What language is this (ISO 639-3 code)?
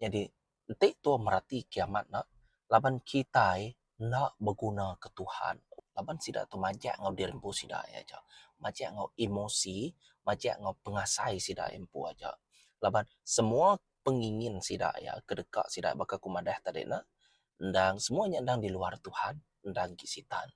iba